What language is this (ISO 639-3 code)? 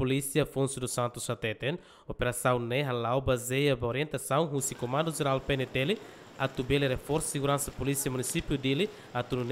tet